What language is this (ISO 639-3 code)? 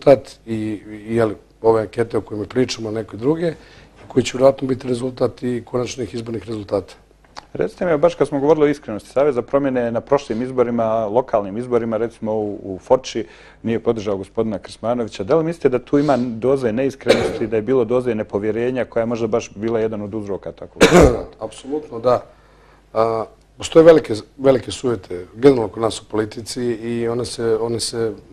bos